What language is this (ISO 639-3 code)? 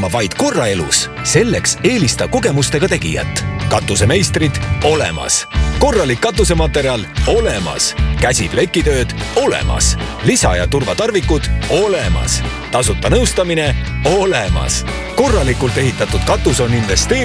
est